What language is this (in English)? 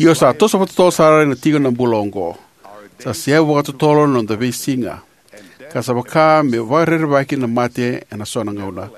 Fijian